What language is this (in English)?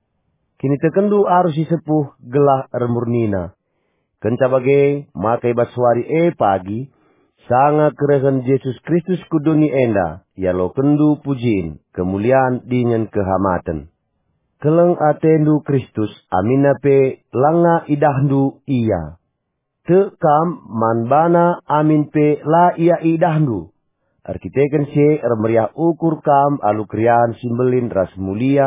Batak Karo